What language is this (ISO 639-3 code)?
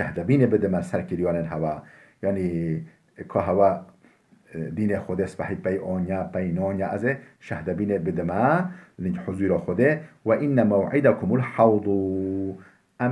kur